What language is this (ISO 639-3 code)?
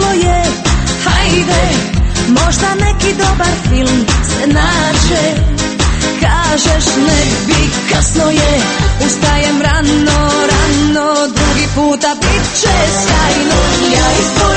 hrv